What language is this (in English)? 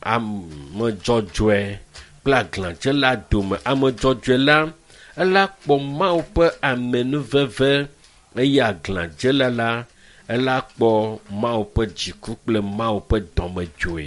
Ewe